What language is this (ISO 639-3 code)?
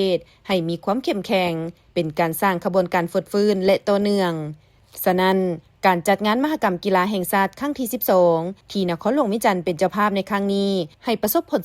lao